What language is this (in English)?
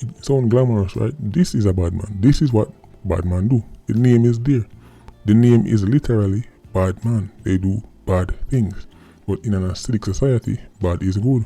Jamaican Creole English